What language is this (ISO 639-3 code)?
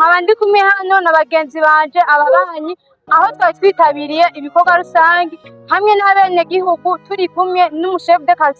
run